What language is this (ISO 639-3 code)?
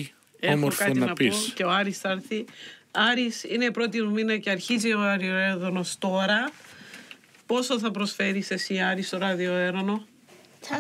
ell